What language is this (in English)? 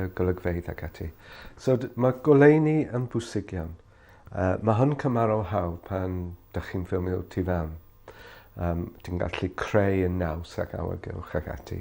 Welsh